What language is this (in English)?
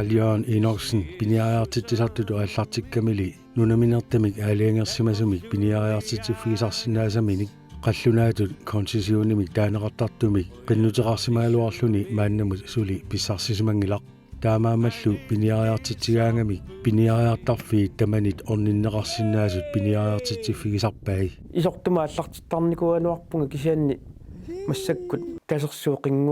Kalaallisut